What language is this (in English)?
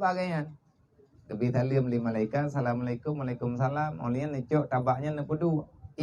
Achinese